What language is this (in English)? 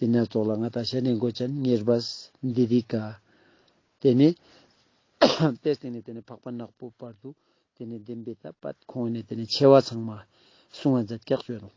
Ladakhi